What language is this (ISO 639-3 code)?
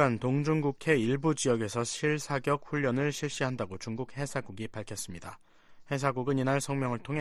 kor